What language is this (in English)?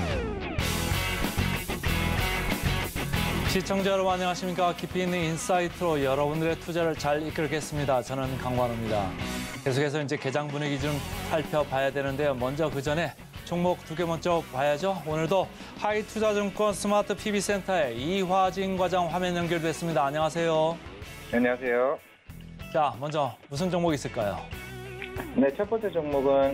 Korean